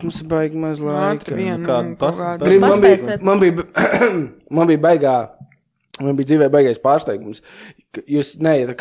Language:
Latvian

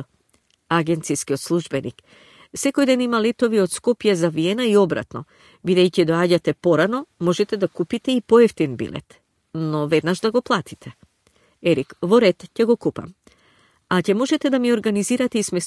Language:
Macedonian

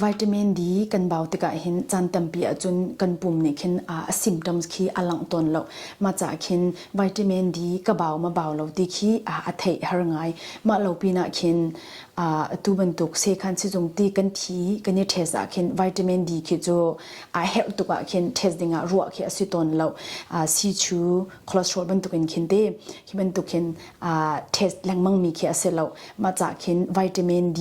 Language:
Hakha Chin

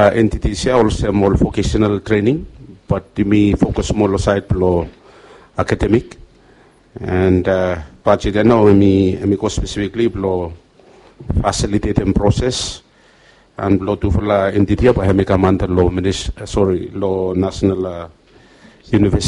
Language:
Bislama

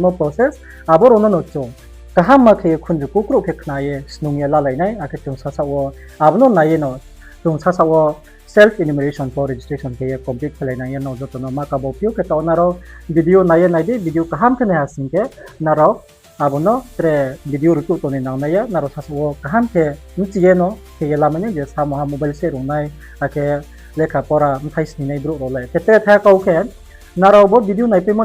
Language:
Riang (India)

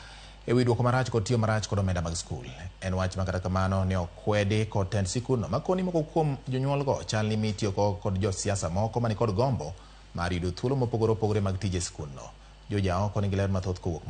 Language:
Luo (Kenya and Tanzania)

